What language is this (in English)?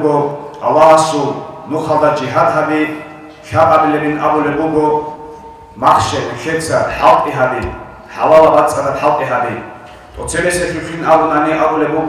Avaric